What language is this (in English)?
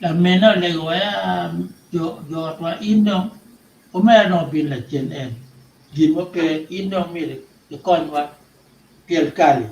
Acoli